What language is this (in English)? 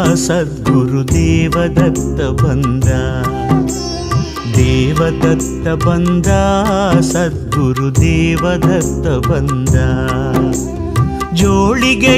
Kannada